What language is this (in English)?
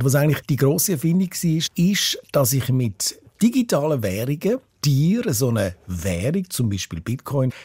Swiss German